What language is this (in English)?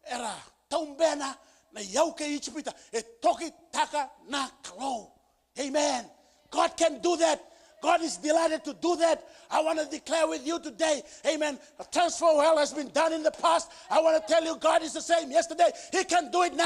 Fijian